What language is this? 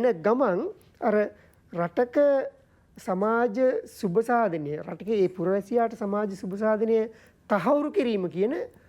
Sinhala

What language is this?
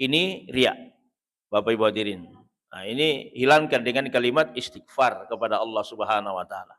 Buginese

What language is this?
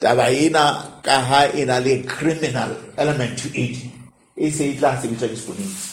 Southern Sotho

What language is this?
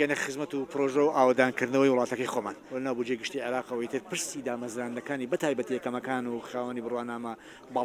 Central Kurdish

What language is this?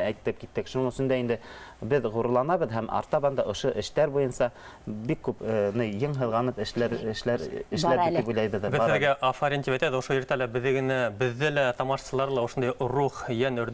Bashkir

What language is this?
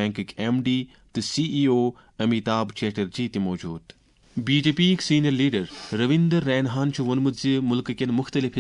Kashmiri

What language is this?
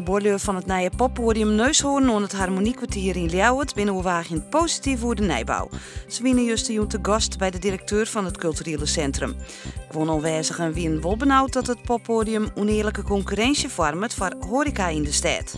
Western Frisian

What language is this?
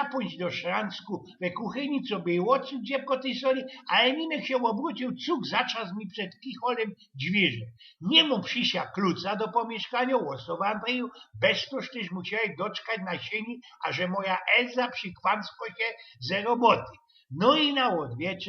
Silesian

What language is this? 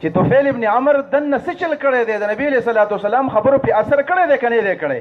Pashto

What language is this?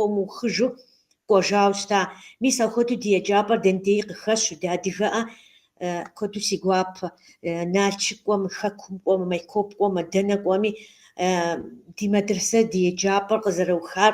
Kabardian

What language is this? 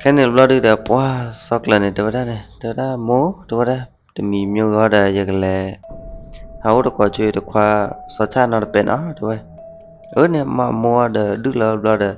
S'gaw Karen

